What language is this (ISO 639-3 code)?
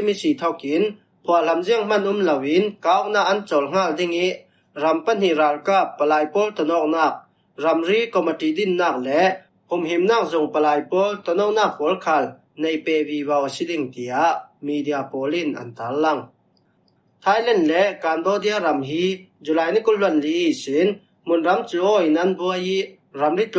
cfm